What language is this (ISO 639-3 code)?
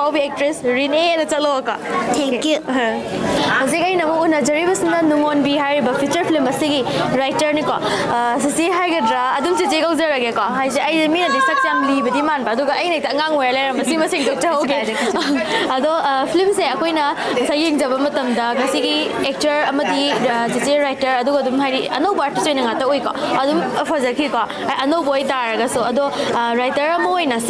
mni